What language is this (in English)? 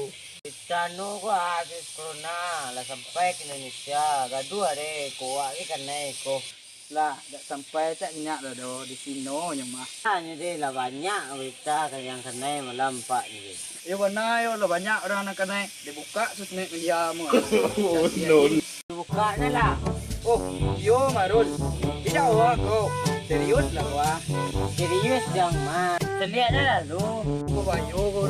Minangkabau